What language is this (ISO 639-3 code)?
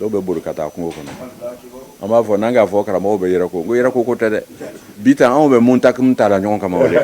bam